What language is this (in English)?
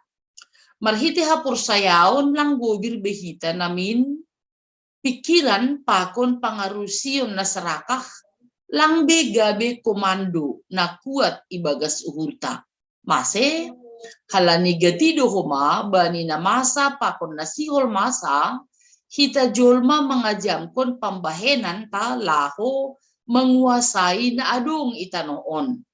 Batak Simalungun